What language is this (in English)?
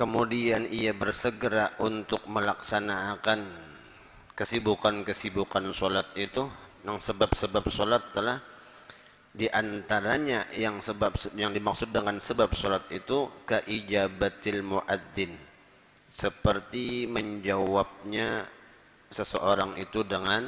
Banjar